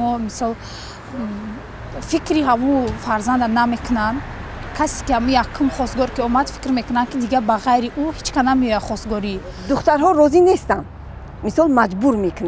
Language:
Tajik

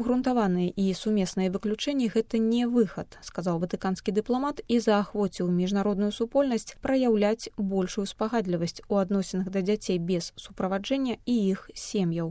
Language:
Belarusian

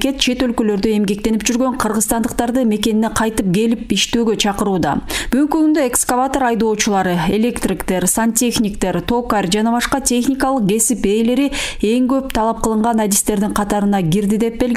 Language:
Kyrgyz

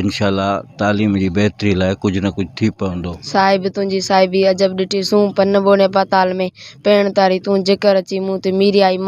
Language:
Sindhi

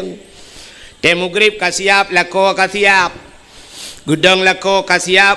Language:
Achinese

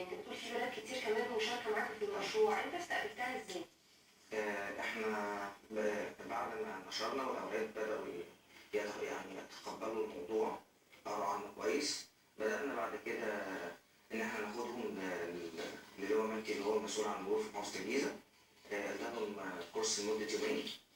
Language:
Egyptian Arabic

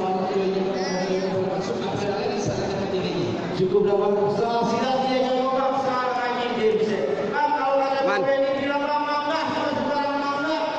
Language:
Betawi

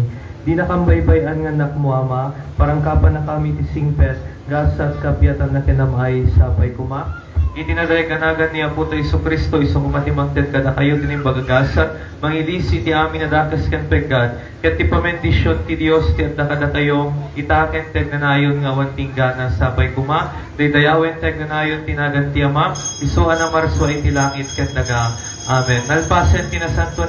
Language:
Iloko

